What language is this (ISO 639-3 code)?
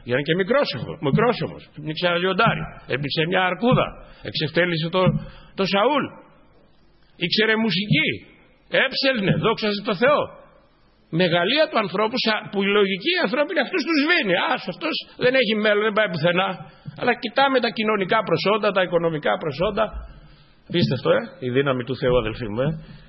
ell